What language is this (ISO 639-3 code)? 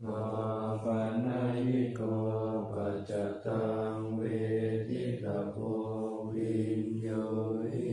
pli